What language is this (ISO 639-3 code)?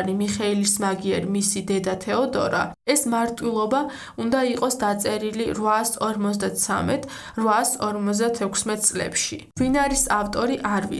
kat